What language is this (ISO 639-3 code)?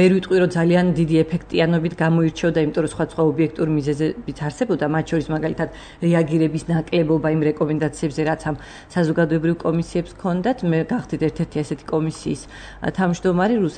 kat